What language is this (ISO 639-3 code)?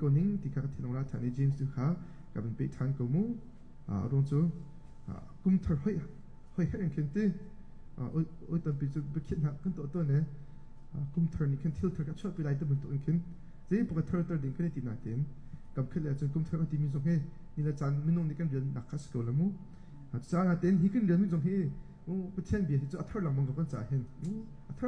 cnh